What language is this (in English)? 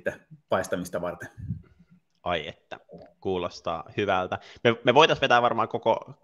Finnish